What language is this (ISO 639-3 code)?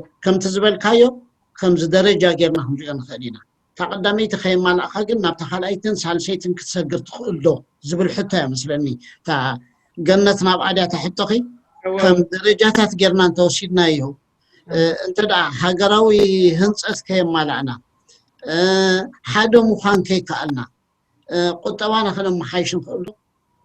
tir